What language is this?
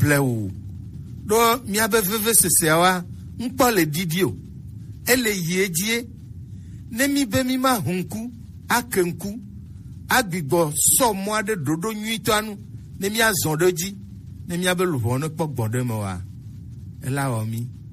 Gen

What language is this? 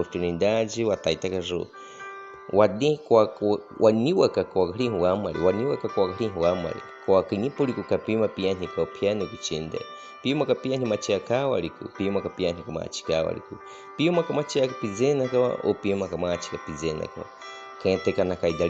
Baniwa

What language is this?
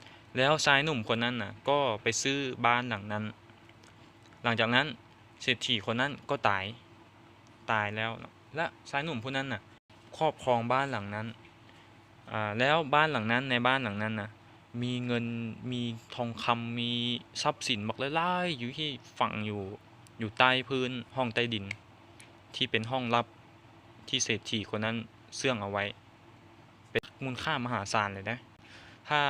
Lao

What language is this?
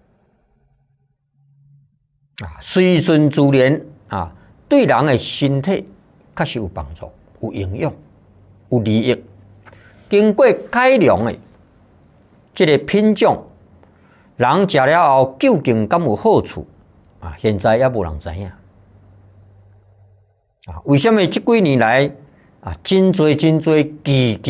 Chinese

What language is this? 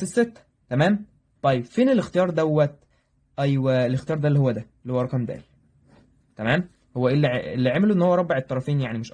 Egyptian Arabic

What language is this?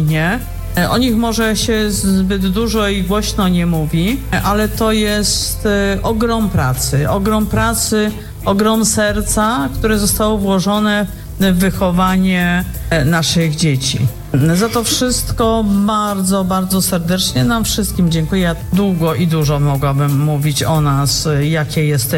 Polish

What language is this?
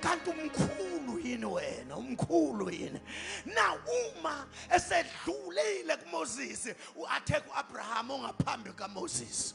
Zulu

